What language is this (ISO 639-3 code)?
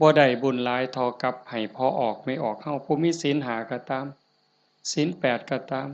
tts